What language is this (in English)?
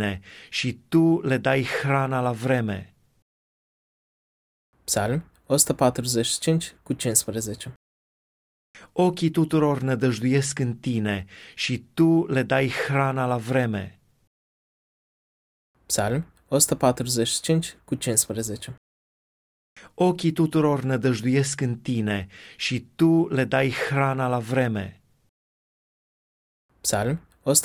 Romanian